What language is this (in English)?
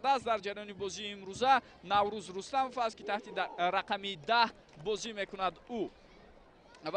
Tajik